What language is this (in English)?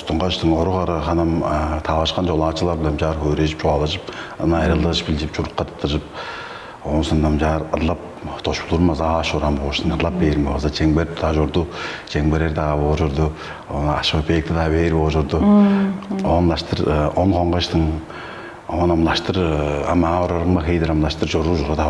Tuvinian